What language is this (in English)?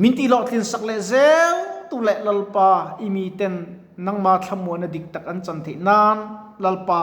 Mizo